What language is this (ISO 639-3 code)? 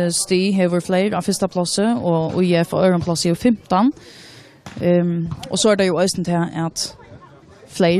fao